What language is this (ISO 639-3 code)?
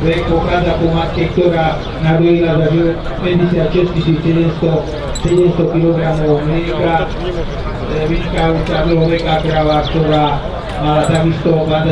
slk